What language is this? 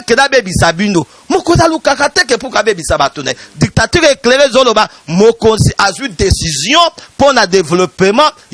Lingala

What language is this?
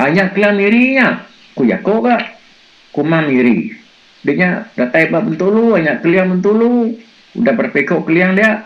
Iban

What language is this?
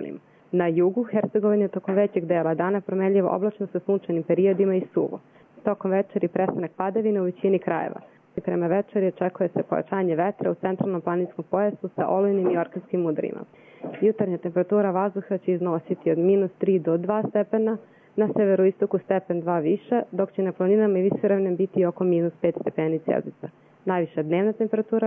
Croatian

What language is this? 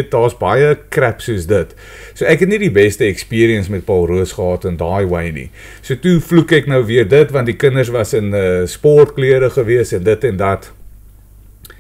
Afrikaans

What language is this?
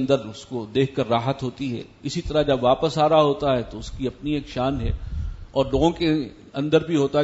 Urdu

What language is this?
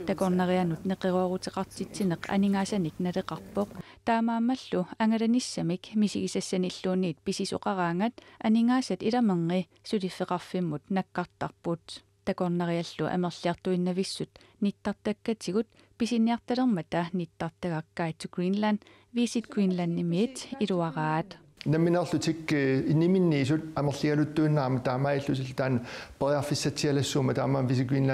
Kalaallisut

